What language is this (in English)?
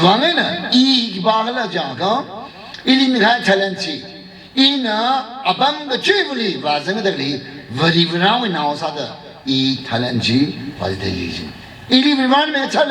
Tangkhul Naga (India)